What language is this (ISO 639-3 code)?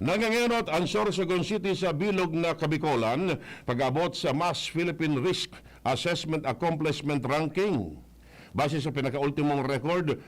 bik